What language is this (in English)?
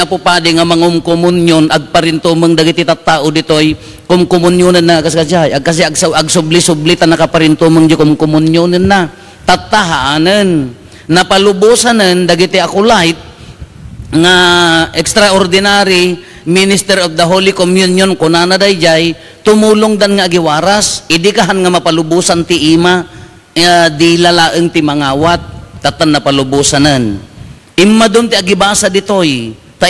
Iloko